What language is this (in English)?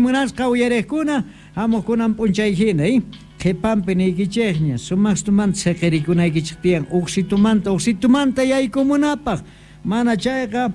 South Bolivian Quechua